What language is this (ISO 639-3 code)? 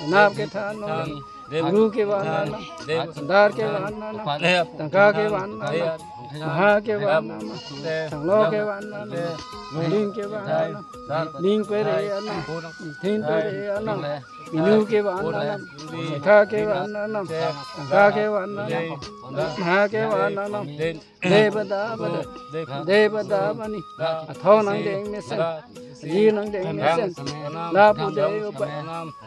mjw